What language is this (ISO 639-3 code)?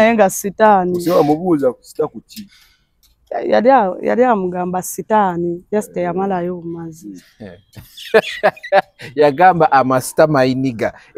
lug